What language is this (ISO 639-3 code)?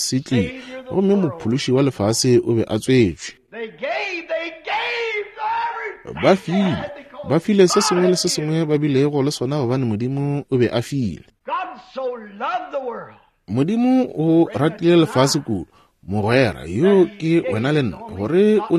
nso